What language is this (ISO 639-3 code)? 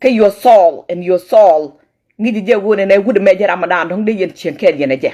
nus